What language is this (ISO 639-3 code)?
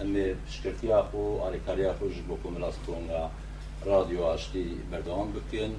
kur